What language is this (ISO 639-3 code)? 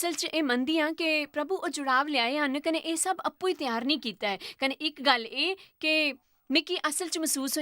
doi